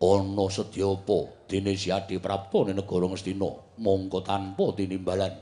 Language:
Javanese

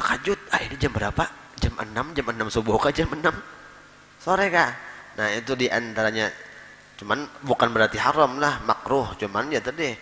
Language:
Banjar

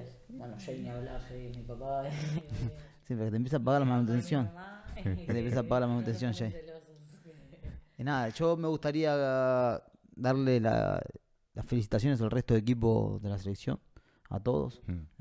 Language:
Spanish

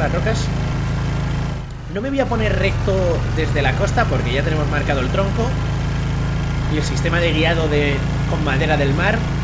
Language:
Spanish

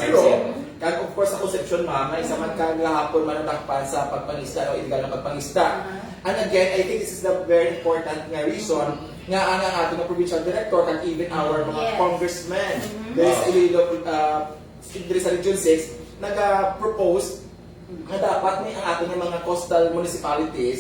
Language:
Hiligaynon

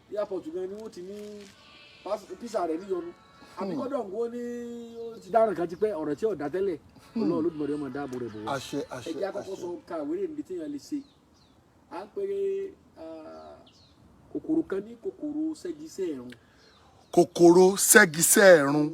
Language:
Yoruba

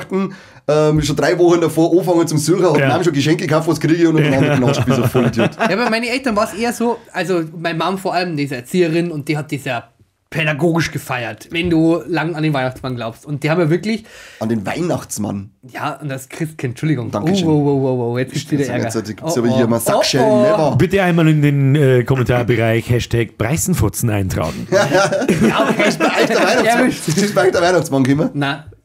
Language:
Bavarian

